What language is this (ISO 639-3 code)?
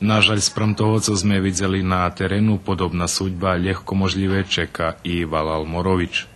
rue